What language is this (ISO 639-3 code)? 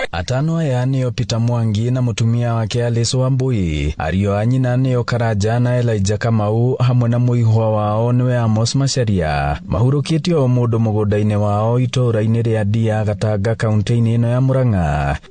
kik